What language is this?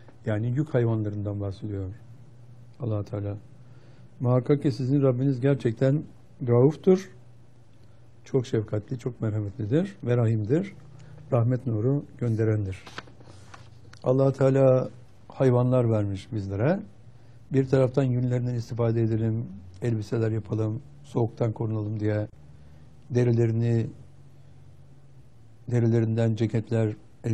Turkish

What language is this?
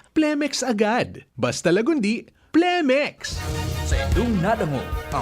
Bikol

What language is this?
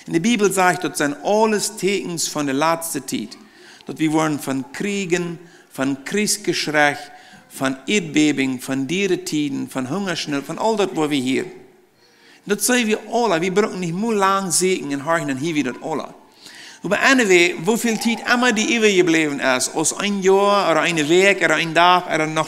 Plautdietsch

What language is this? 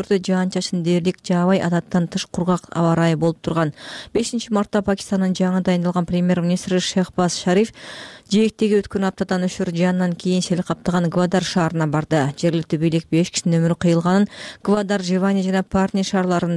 Kyrgyz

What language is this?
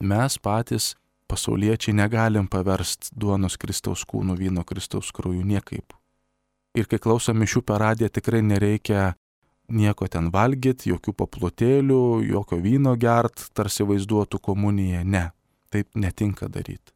Lithuanian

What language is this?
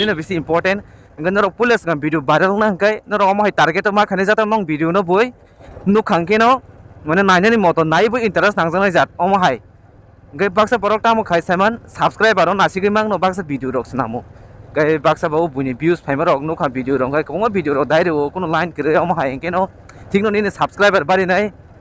Kok Borok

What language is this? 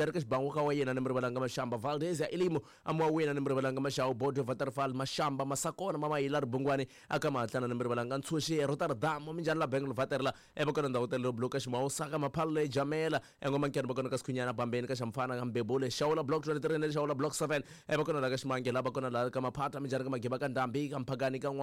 Tsonga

